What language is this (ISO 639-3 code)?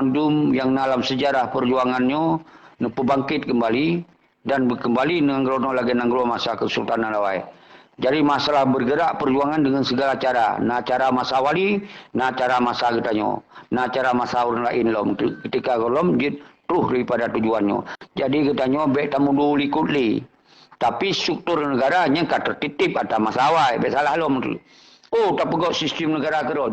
ace